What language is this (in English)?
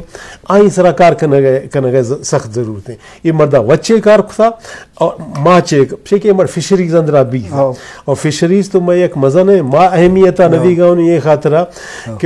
Baluchi